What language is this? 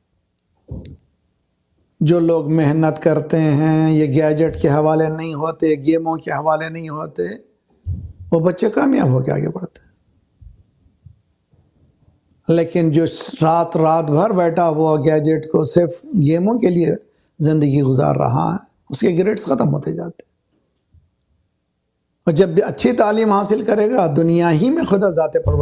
Urdu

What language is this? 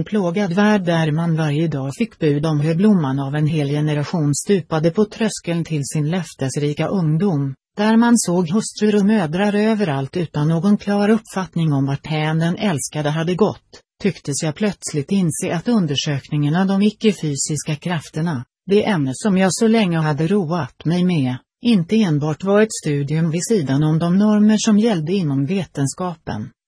Swedish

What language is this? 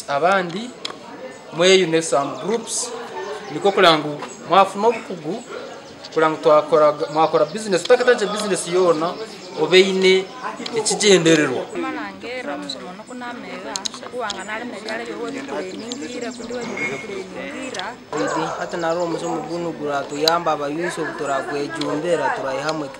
Nyankole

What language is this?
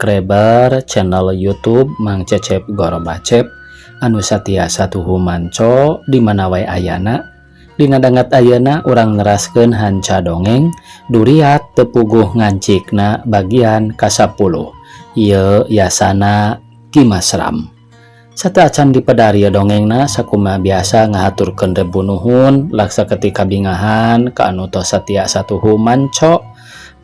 Sundanese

